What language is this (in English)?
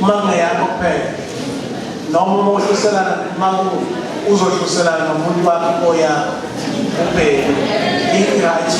Zulu